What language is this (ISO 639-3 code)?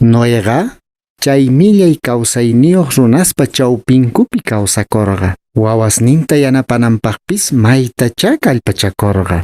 que